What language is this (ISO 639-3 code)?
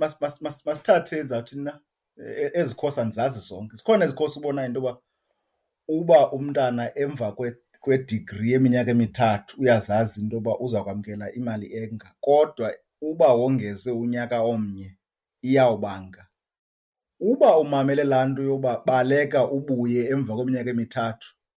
xho